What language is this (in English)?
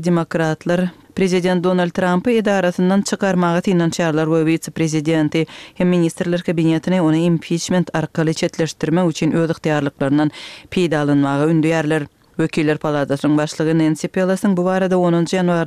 Turkmen